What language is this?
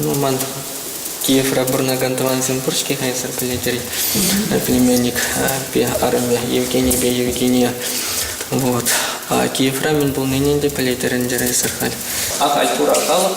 Chuvash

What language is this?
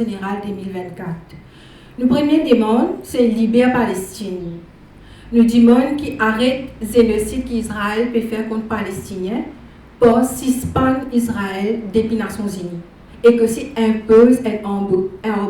Morisyen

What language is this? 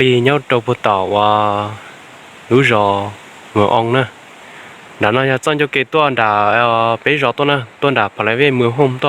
Hmong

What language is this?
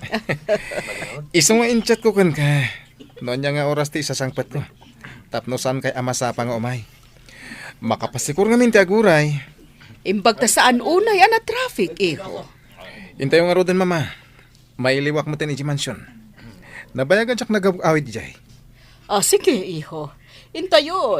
Iloko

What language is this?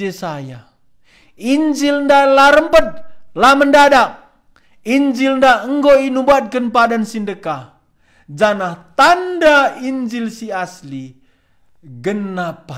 Batak Karo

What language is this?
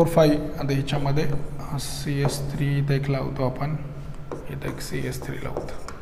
Marathi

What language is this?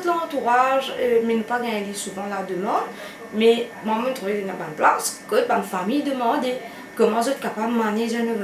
Morisyen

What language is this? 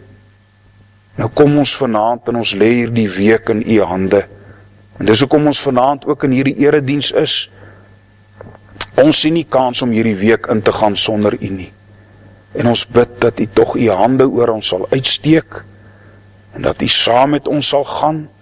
Afrikaans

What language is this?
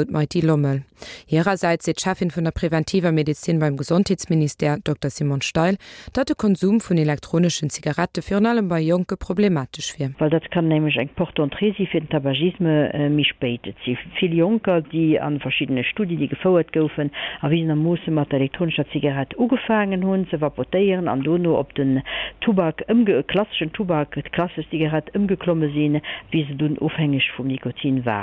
Luxembourgish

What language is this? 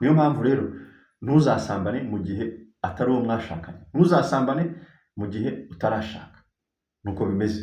Kinyarwanda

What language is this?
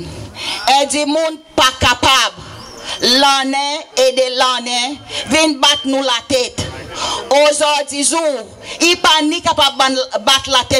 Seselwa Creole French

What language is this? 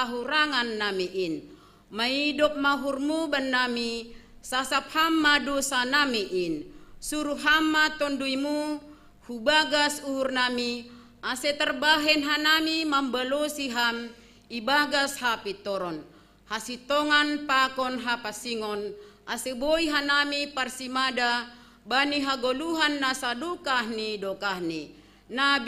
Batak Simalungun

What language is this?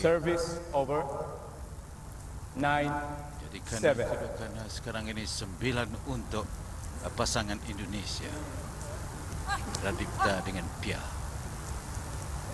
Malay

